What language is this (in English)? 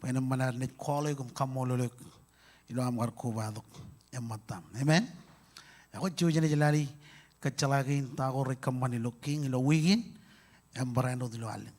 Marshallese